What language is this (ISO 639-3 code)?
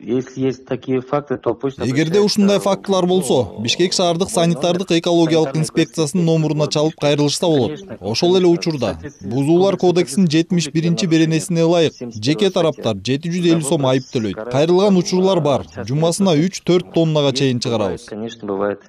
kir